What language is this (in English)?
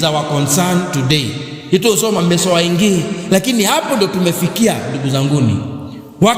Kamba